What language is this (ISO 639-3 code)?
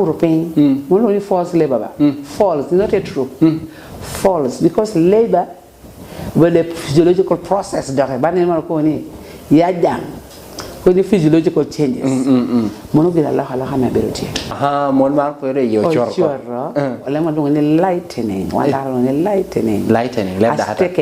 laj